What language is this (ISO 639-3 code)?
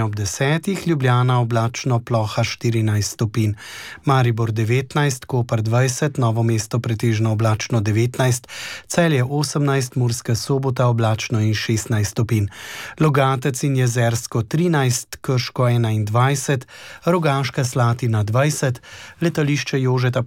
slv